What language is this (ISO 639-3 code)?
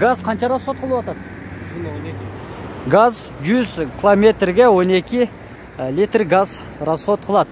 kir